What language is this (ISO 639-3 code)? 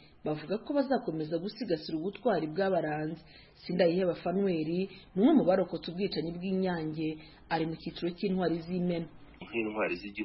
kin